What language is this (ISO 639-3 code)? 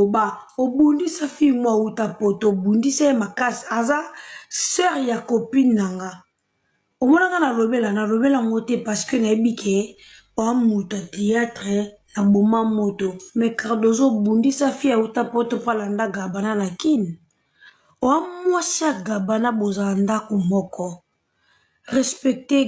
lin